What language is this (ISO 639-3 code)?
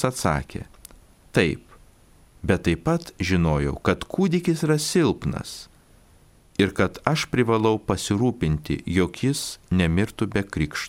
lit